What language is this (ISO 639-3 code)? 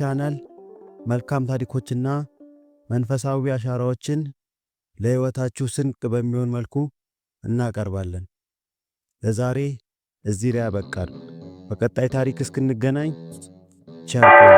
amh